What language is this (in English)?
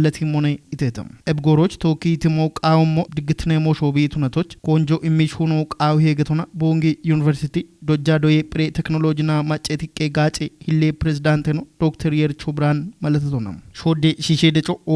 Kafa